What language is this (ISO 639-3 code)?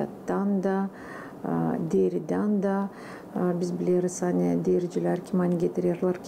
gag